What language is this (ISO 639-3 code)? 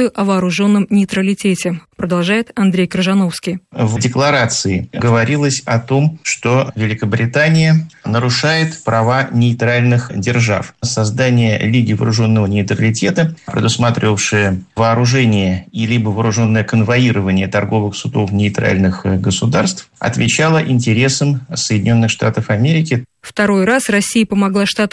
rus